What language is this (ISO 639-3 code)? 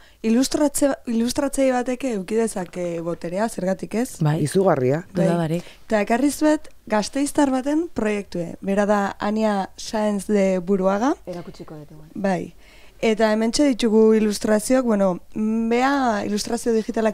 eus